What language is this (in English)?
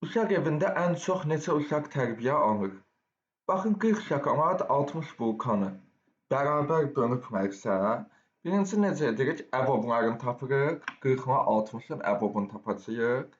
Azerbaijani